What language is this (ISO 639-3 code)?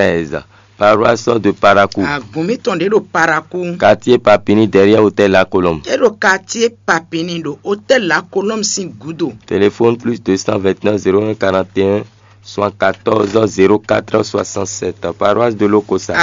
fon